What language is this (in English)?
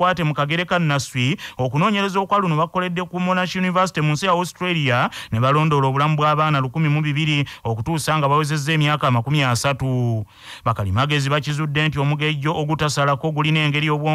Ganda